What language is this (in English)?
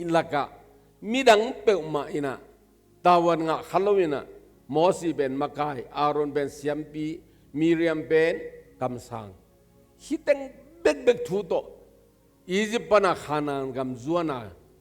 Tedim Chin